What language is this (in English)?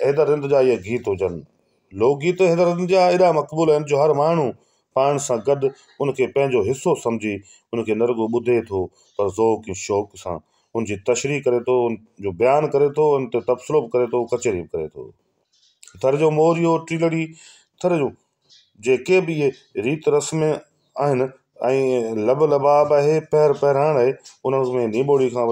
Sindhi